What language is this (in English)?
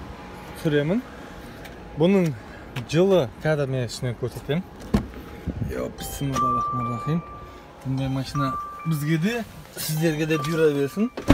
Kazakh